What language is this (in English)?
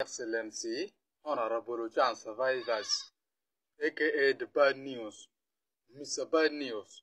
Acoli